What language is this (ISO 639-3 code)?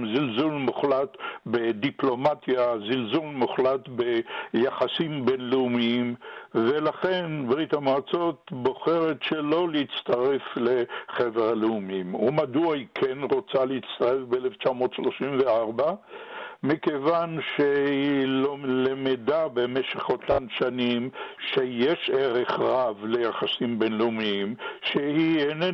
heb